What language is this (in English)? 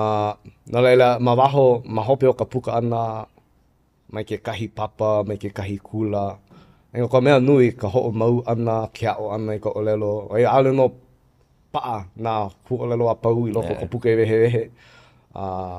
Hawaiian